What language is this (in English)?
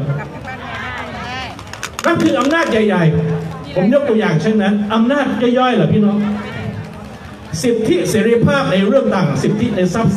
Thai